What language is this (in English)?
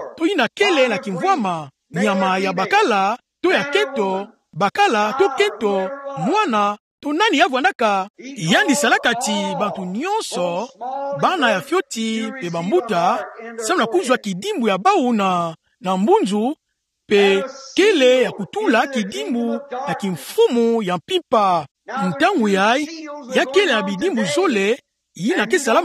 Kituba (Democratic Republic of Congo)